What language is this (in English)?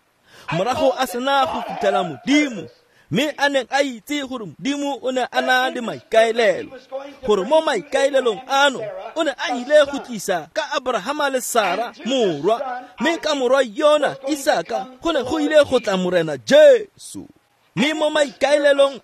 Tswana